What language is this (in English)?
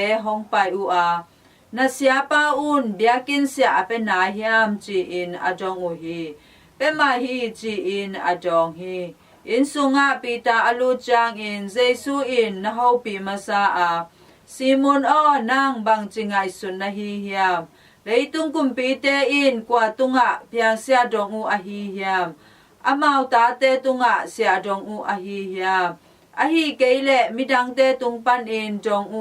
Tedim Chin